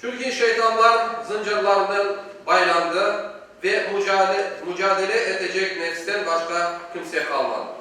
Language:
Crimean Tatar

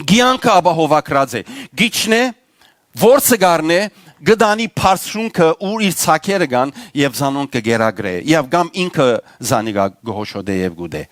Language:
Western Armenian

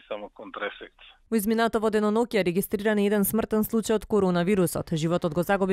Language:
Macedonian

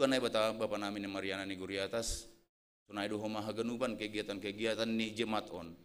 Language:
Batak Simalungun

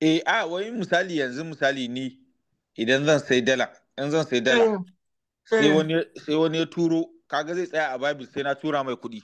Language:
Hausa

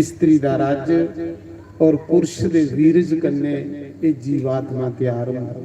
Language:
Dogri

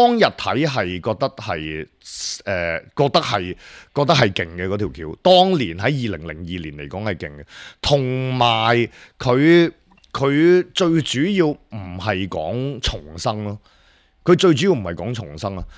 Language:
Cantonese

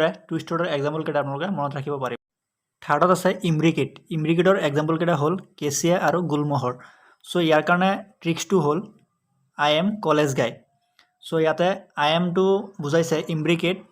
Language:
Assamese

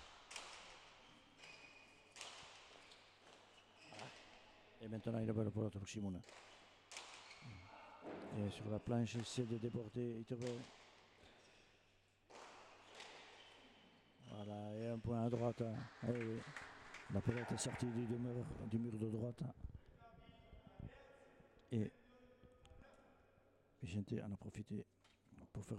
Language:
French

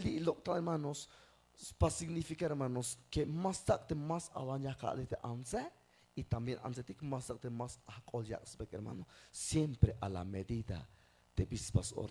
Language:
Tzeltal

